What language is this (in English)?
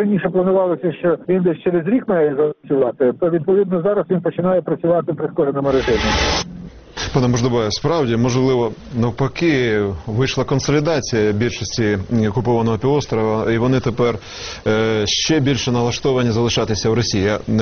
Ukrainian